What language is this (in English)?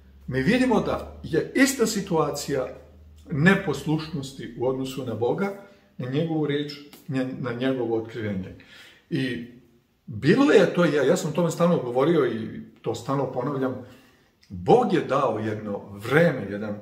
Serbian